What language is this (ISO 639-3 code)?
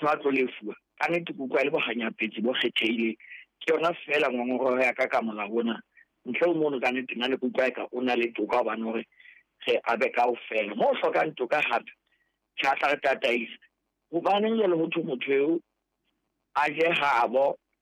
sot